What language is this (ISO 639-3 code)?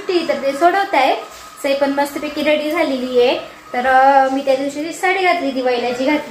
mar